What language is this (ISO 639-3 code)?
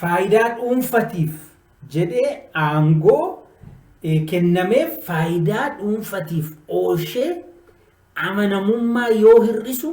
orm